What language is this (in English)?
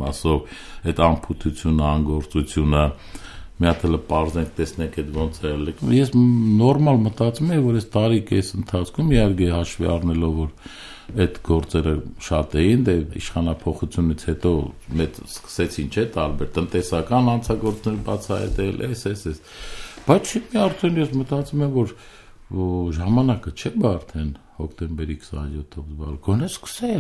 Armenian